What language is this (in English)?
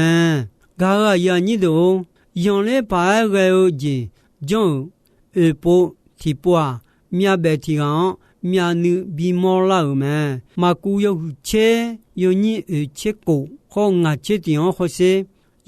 Akha